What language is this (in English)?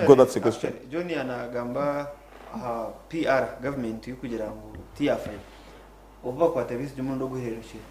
Nyankole